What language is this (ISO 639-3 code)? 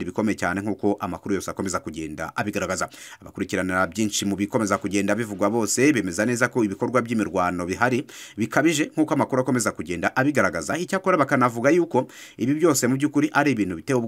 kin